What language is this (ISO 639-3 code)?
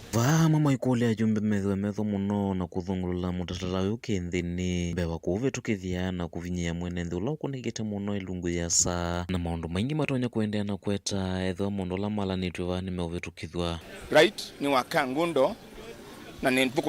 kam